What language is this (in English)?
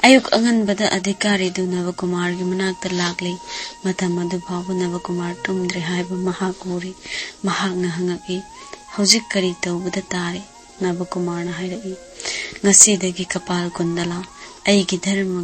Manipuri